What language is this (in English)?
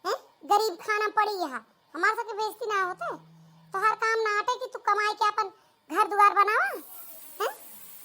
Awadhi